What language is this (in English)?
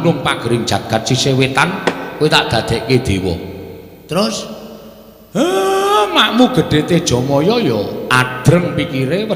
Javanese